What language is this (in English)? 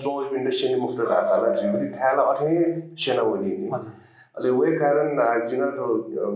Newari